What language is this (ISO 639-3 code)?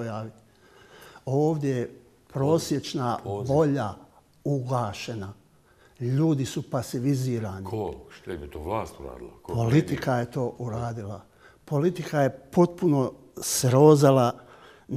bos